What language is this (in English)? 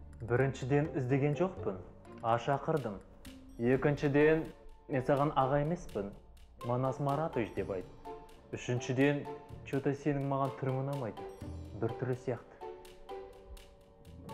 Kazakh